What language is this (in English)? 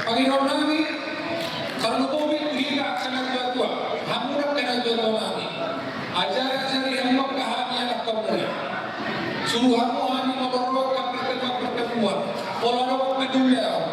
Batak Toba